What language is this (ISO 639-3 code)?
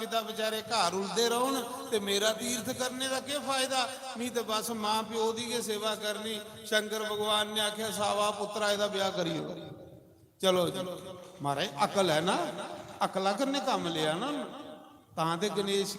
doi